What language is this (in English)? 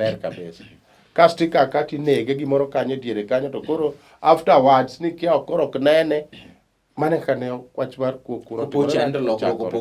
Luo (Kenya and Tanzania)